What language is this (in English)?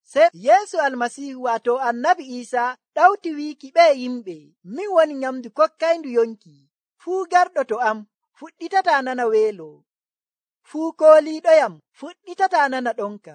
Nigerian Fulfulde